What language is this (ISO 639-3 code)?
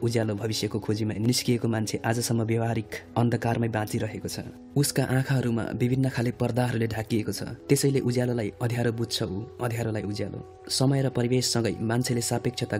nep